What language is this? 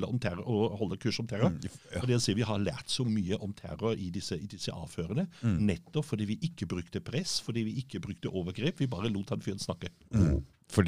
Norwegian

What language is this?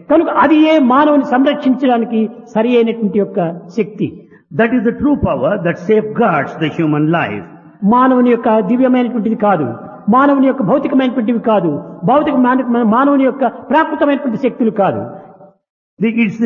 Telugu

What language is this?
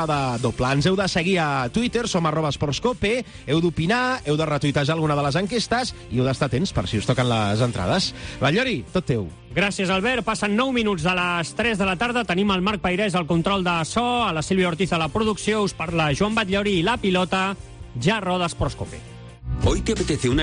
Catalan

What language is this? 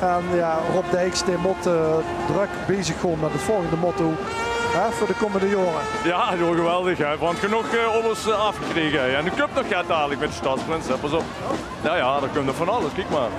Limburgish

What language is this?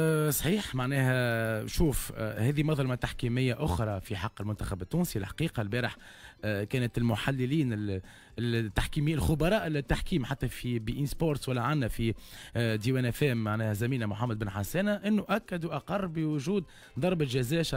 Tunisian Arabic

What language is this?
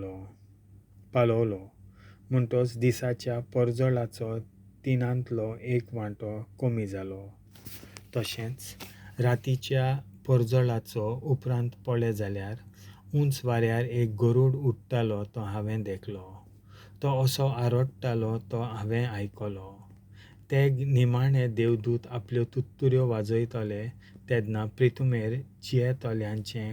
Konkani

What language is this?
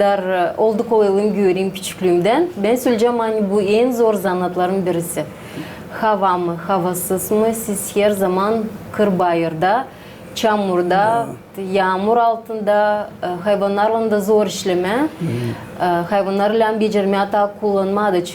Gagauz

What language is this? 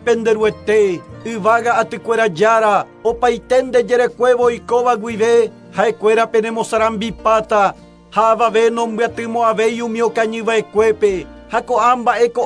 Guarani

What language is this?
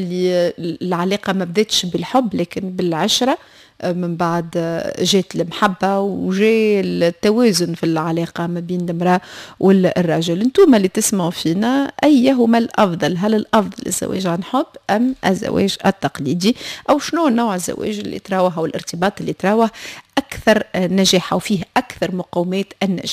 Tunisian Arabic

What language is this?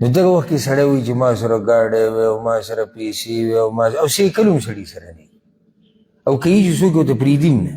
Pashto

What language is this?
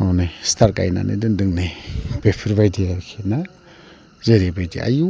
Bodo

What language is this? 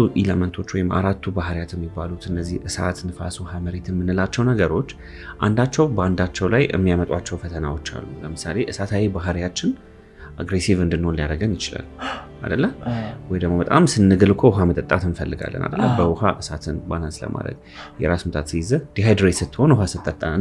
Amharic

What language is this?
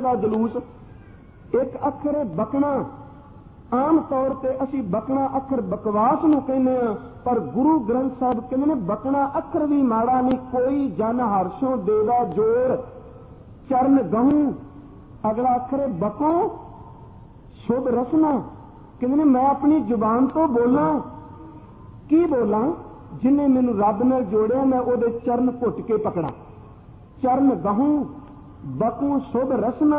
Punjabi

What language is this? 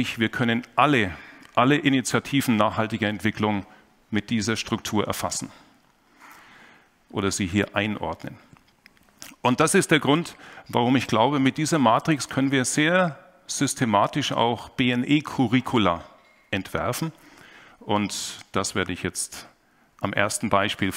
German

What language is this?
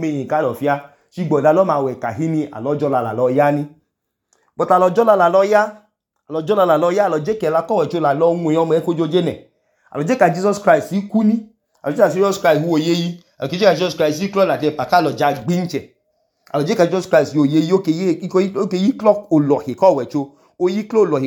Idoma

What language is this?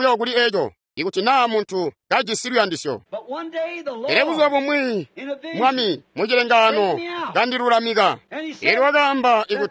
Tonga (Zambia)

